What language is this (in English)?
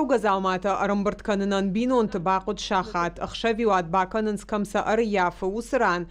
Ossetic